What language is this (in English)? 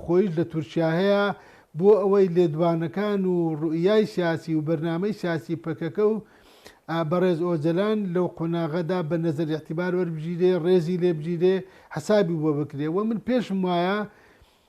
Central Kurdish